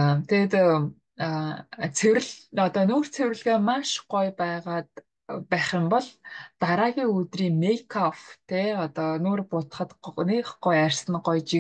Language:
Mongolian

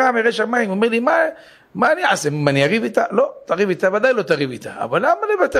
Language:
Hebrew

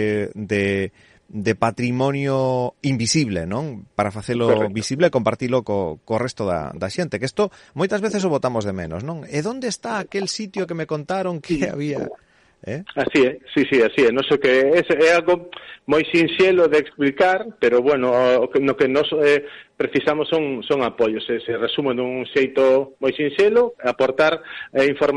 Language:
Galician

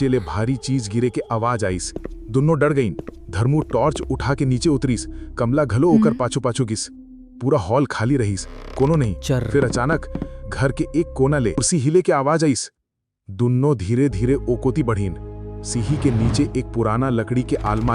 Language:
Chhattisgarhi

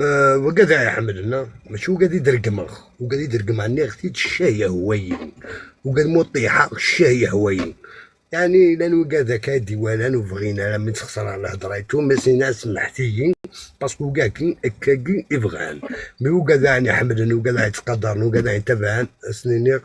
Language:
Algerian Arabic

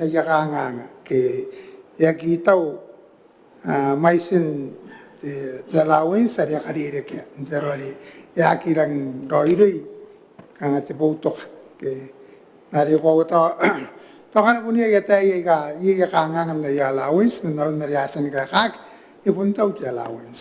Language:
Gilbertese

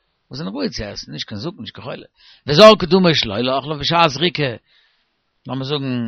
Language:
Yiddish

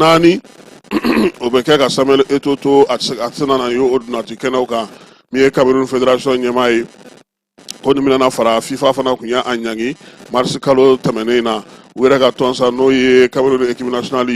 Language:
Bambara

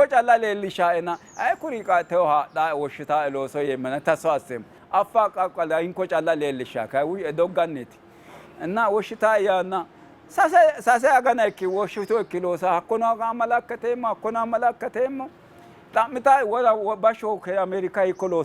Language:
Sidamo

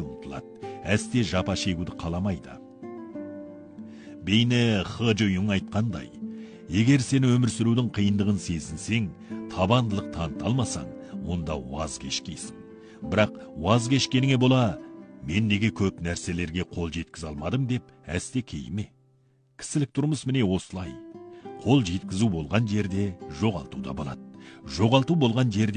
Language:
Kazakh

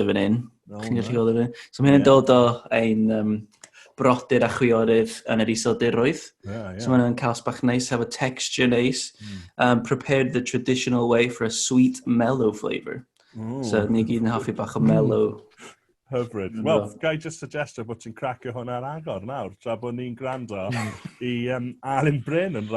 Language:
Welsh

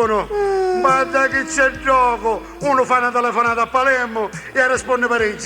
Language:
Sicilian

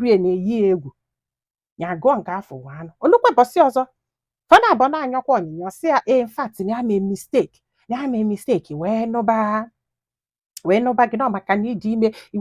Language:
Igbo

